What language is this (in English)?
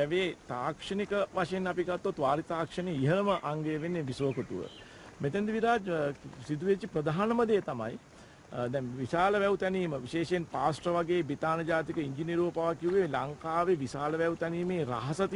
Sinhala